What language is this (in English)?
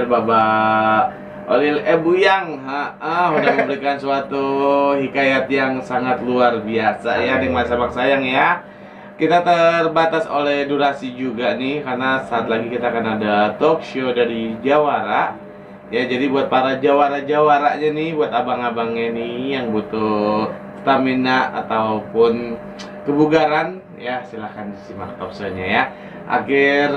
Betawi